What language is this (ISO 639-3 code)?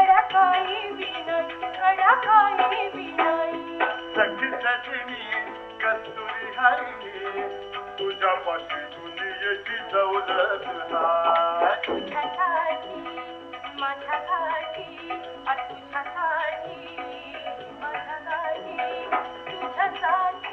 mar